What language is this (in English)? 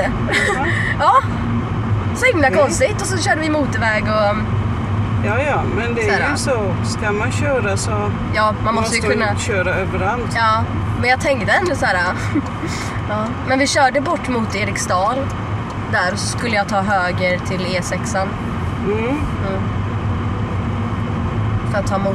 Swedish